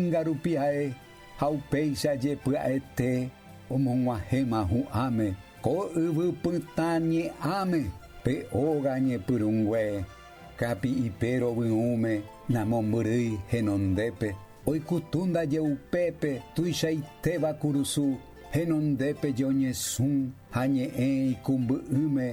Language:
Guarani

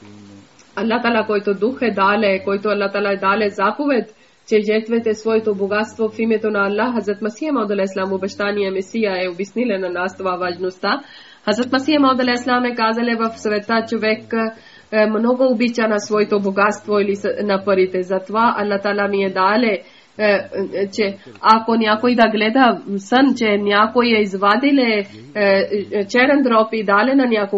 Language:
Bulgarian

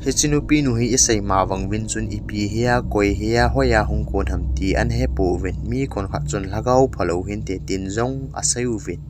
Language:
Thado Chin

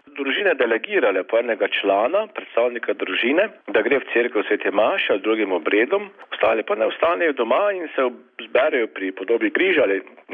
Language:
Slovenian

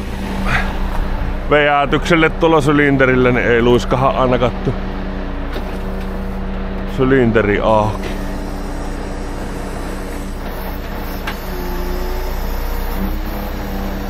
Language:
Finnish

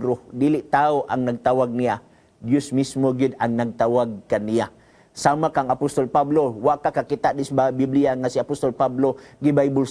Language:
Cebuano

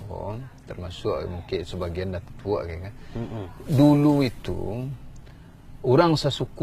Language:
Minangkabau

